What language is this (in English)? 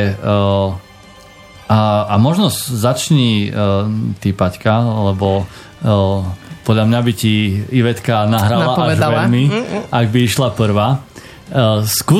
Slovak